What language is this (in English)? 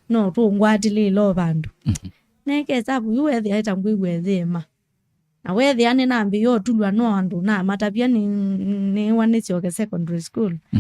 Kamba